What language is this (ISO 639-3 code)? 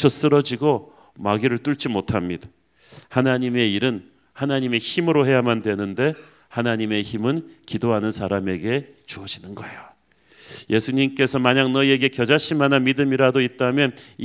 kor